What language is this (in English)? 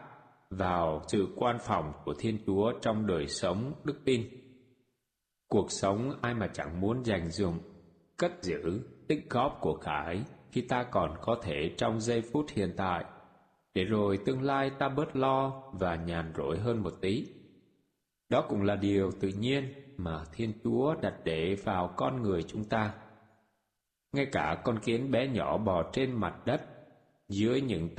Vietnamese